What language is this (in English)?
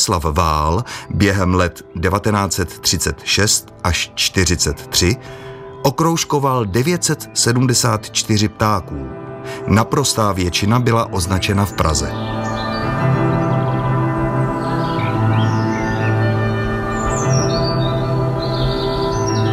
Czech